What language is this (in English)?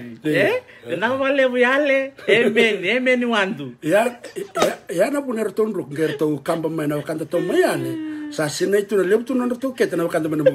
Fijian